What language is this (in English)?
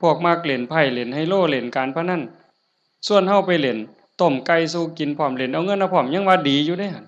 Northeastern Thai